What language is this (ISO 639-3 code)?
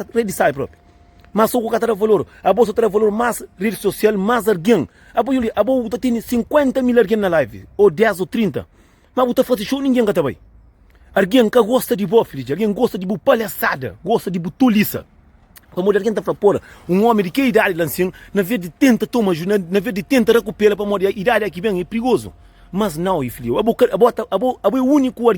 kea